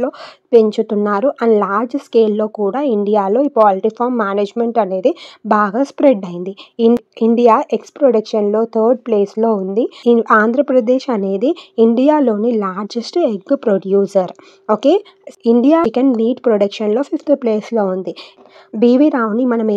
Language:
Telugu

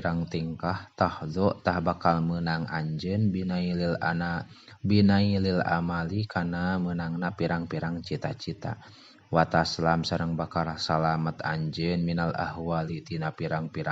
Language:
Sundanese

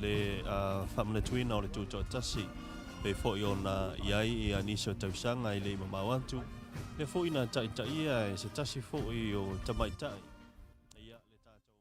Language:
Samoan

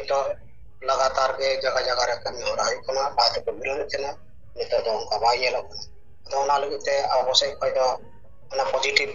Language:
Santali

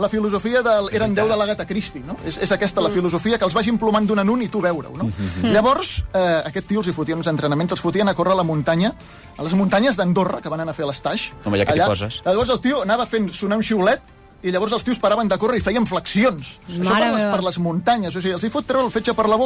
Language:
Catalan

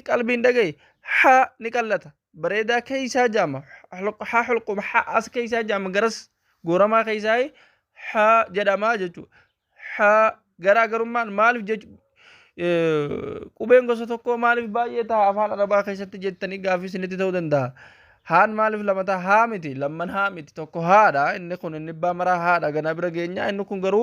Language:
Oromo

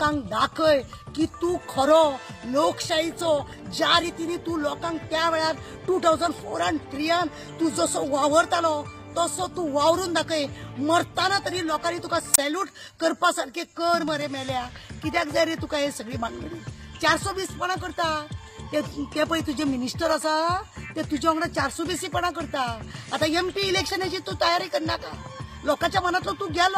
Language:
Konkani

